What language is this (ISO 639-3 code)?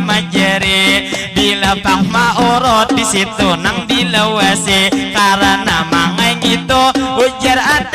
bjn